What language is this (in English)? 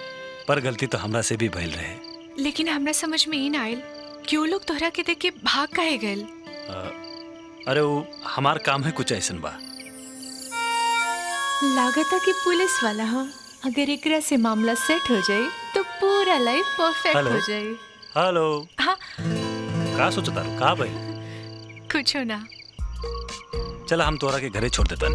Bhojpuri